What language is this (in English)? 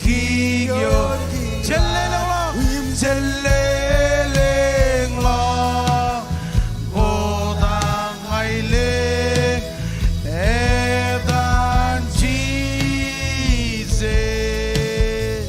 Marshallese